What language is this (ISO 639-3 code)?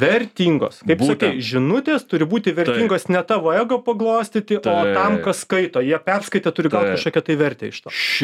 lit